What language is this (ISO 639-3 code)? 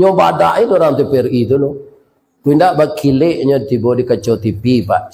min